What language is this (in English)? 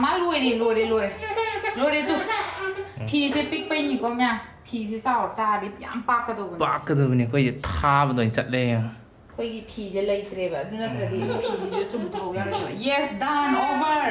Manipuri